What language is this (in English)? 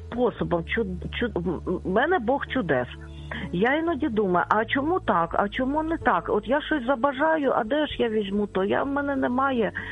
Ukrainian